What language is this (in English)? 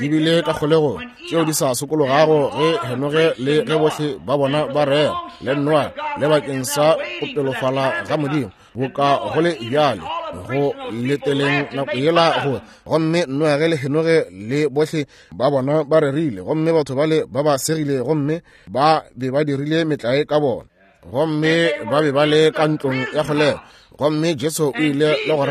Northern Sotho